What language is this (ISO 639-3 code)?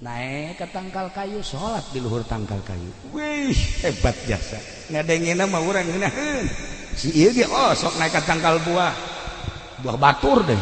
sun